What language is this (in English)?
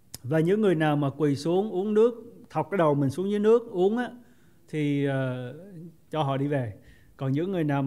Vietnamese